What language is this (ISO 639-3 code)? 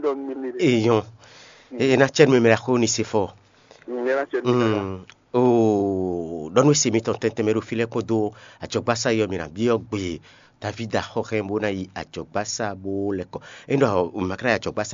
fon